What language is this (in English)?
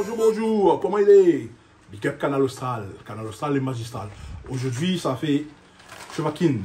Réunion Creole French